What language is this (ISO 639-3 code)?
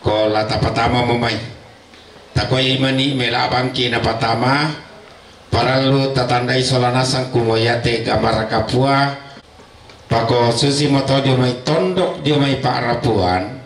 sda